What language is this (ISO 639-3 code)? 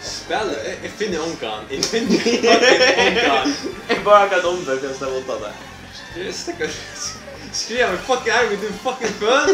fao